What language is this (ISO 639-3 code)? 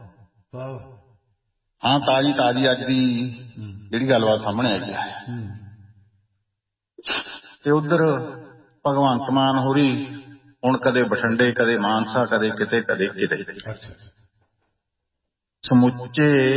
pan